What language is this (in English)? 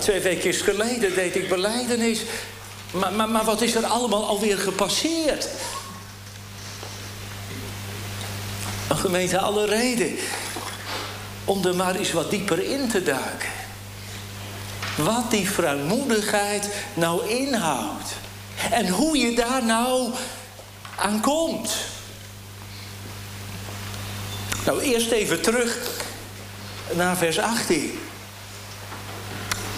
Dutch